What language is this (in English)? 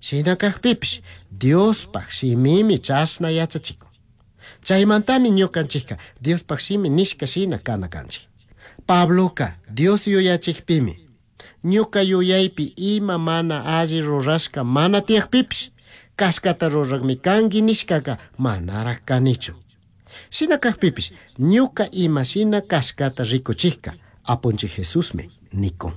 Chimborazo Highland Quichua